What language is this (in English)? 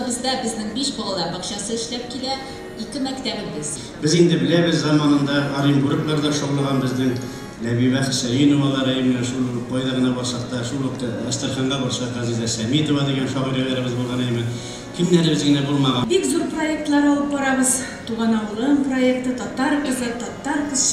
Tatar